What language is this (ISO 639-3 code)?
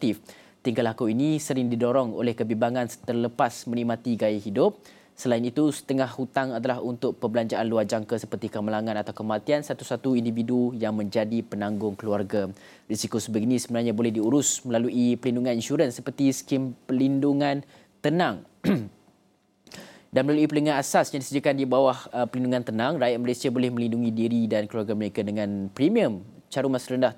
msa